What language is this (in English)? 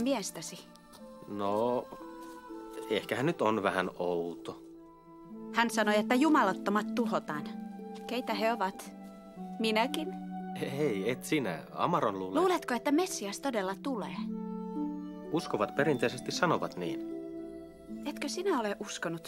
Finnish